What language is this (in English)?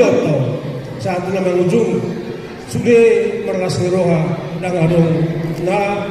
Batak Toba